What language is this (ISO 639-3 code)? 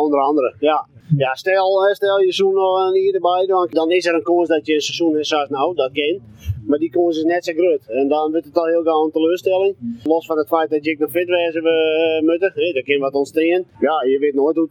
nld